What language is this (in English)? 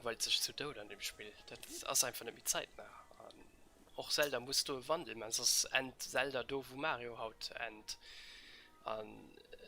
Luxembourgish